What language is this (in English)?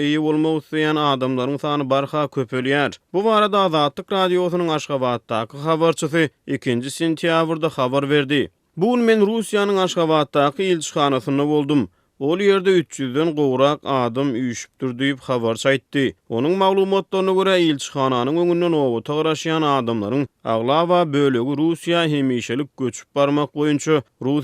Turkmen